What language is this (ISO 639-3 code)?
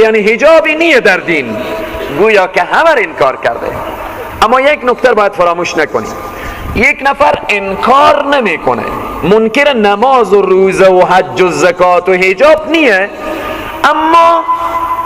fas